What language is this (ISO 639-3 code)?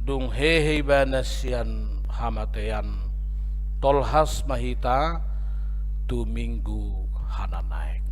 bbc